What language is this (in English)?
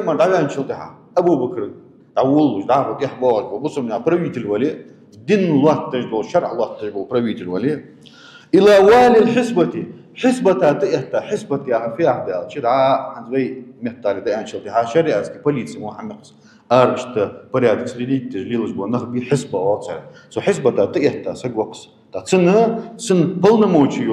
Ingush